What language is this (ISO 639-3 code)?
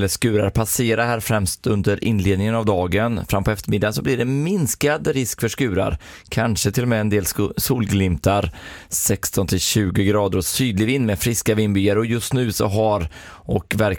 swe